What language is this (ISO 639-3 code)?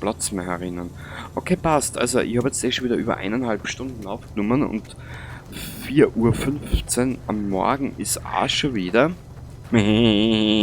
bar